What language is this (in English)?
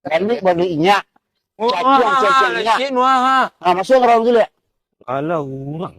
Minangkabau